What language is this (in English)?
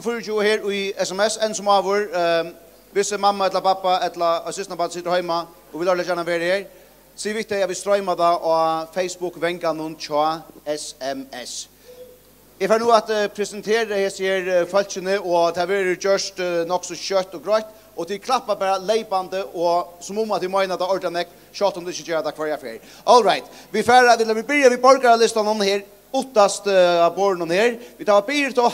Faroese